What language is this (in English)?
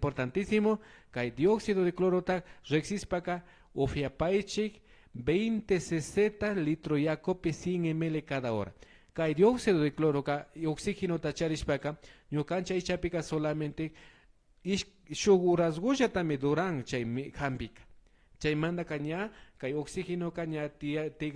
Imbabura Highland Quichua